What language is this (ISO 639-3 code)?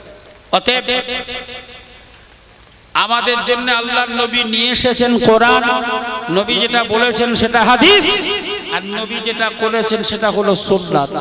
ben